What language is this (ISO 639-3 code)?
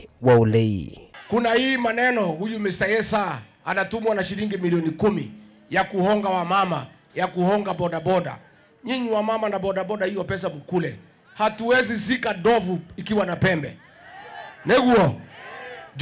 kam